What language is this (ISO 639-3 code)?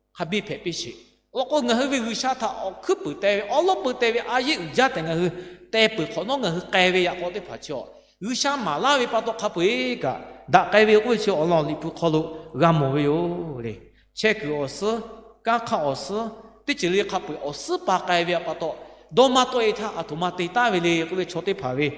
lhu